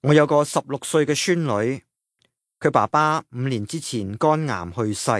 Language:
Cantonese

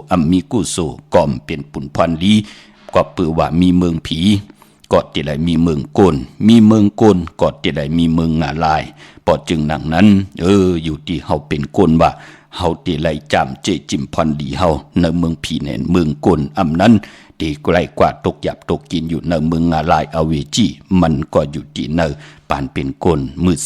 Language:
Shan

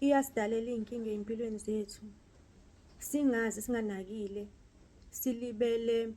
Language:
Zulu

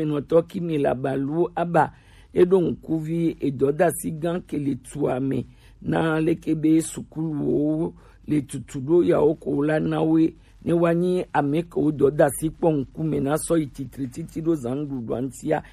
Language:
Gen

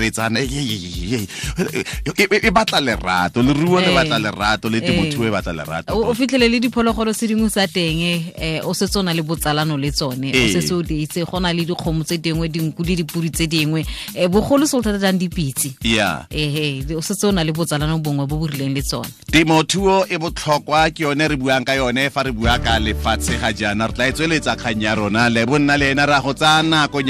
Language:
Tswana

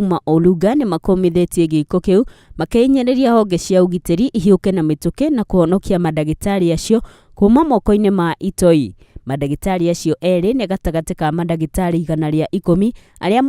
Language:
Kikuyu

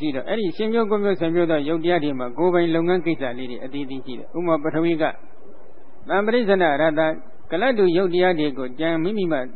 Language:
Burmese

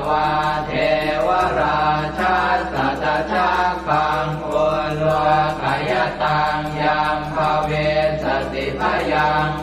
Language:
Pali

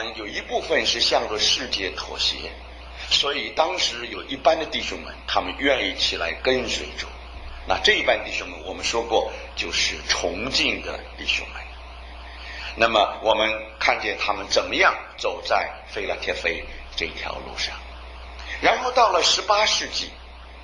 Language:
Chinese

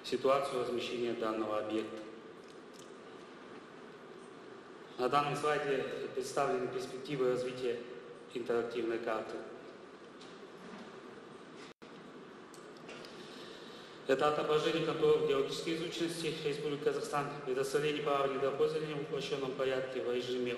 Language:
Russian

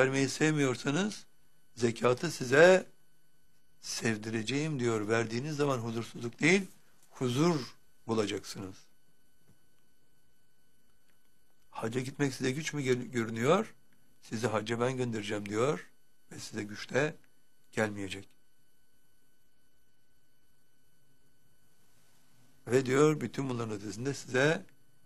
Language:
Turkish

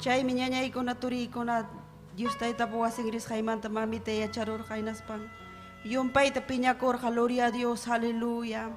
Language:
Ayacucho Quechua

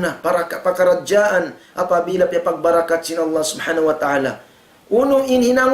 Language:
Tausug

